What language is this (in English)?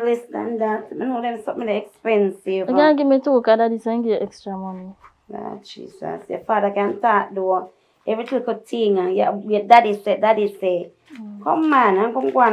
Jamaican Creole English